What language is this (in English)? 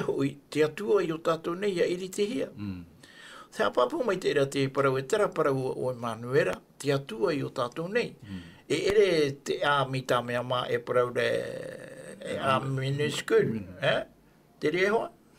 Tahitian